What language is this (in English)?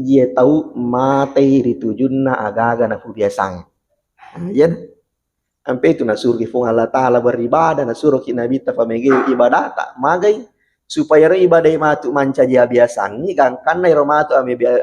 Buginese